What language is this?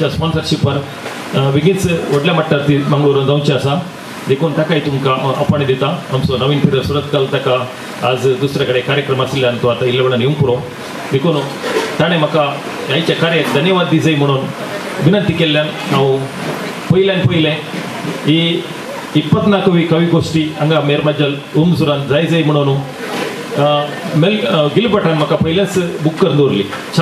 Konkani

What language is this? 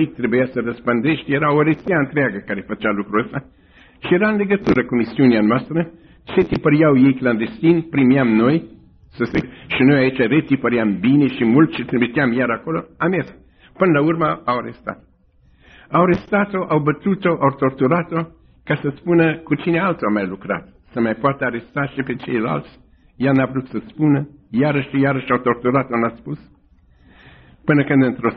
Romanian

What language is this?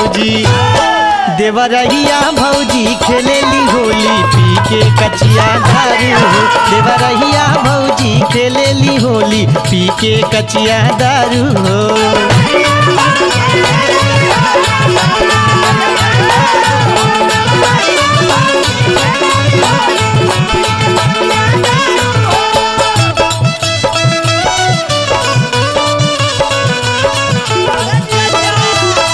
Bhojpuri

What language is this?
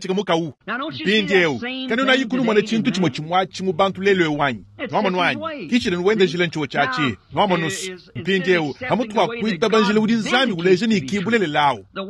Luba-Lulua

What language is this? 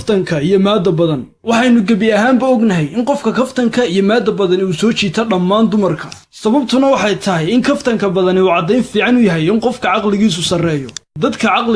Somali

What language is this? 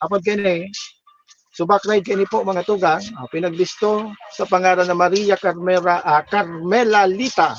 Bikol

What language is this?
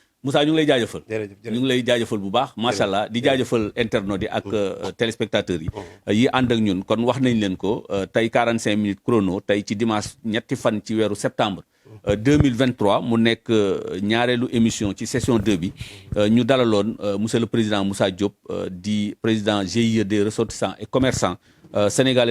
Wolof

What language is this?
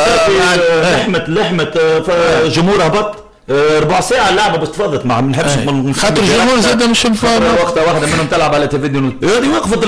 Tunisian Arabic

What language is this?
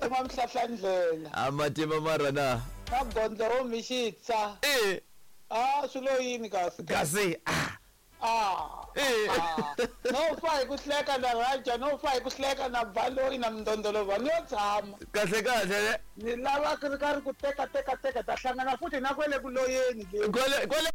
Tsonga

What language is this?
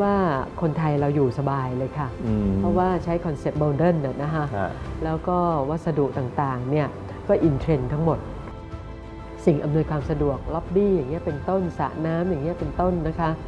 Thai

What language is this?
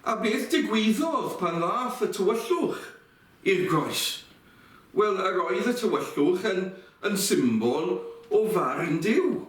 Welsh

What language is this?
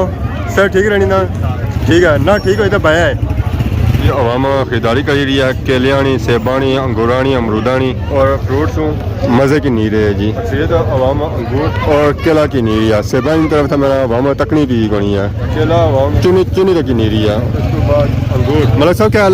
Pahari-Potwari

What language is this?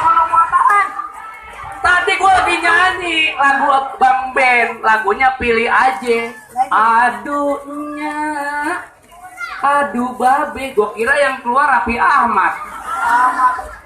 Betawi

